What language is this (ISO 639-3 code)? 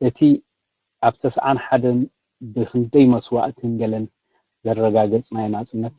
tir